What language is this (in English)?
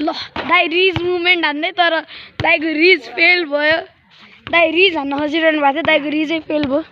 Nepali